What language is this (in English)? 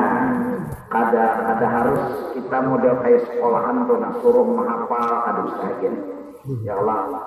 Banjar